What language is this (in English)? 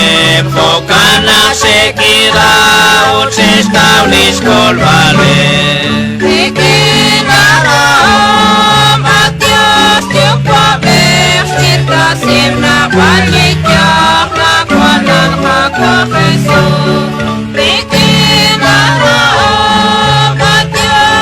Kekchí